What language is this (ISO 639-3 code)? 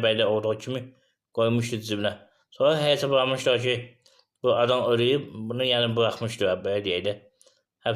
aze